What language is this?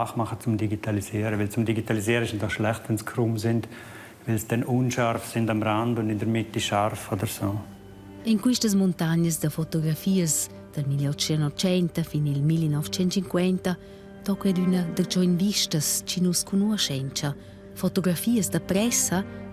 Romansh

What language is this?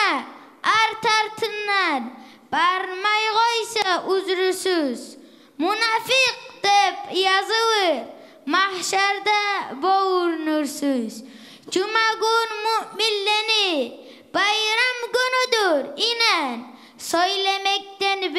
Kumyk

